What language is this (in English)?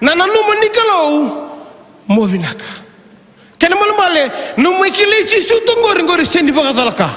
Fijian